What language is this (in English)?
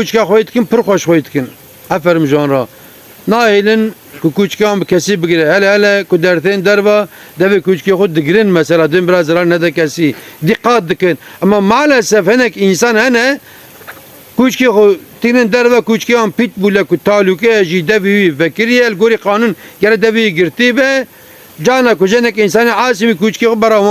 Kurdish